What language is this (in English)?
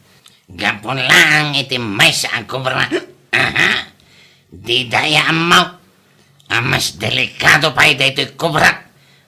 Iloko